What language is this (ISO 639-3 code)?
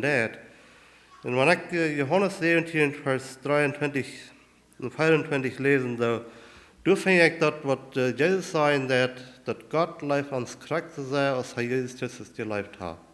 pdt